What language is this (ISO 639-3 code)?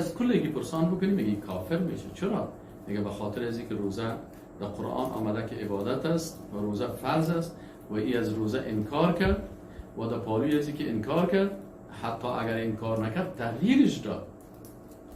fas